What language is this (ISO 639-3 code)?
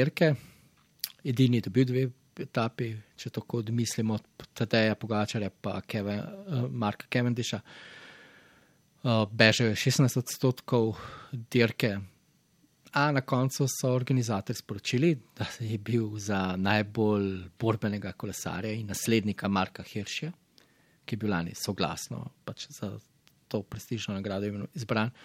slv